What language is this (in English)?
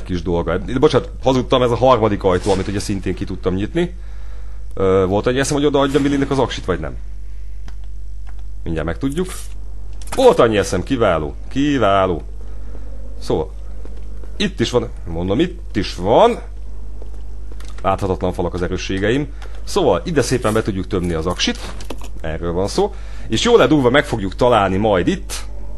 Hungarian